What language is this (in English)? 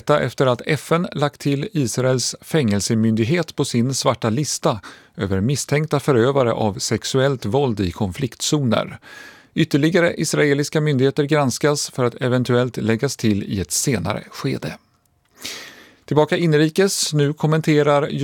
Swedish